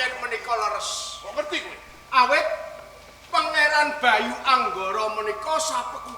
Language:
Javanese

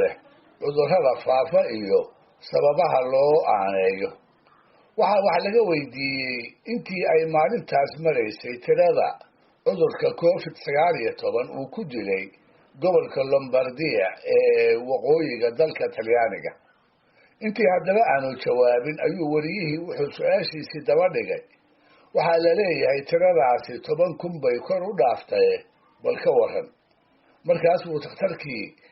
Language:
Somali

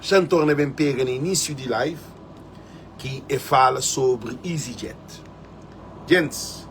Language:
Kabuverdianu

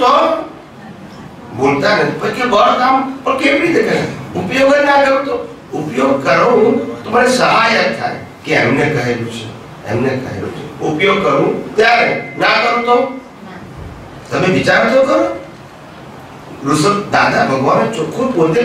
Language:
Gujarati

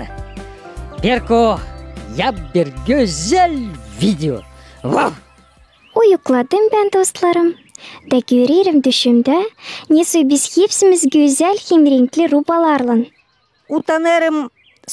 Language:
Gagauz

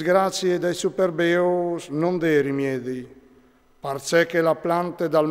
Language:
Friulian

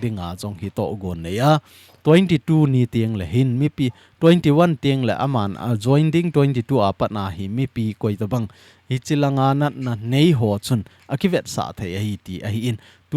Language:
Thado Chin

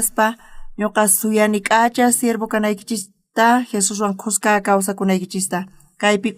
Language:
South Bolivian Quechua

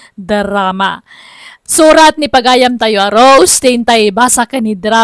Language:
Iloko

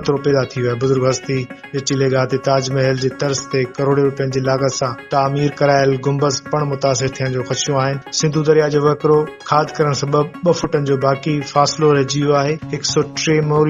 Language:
Sindhi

